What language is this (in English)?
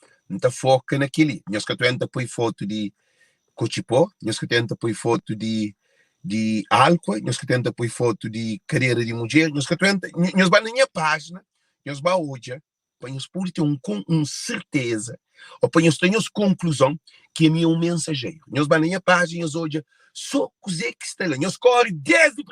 Kabuverdianu